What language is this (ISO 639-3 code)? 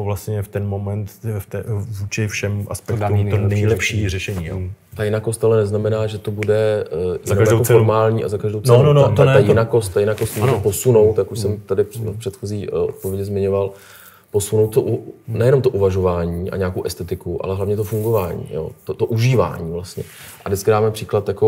ces